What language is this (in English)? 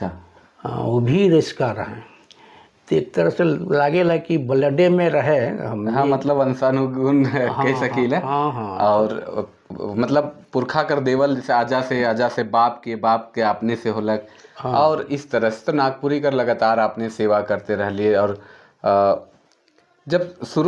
Sadri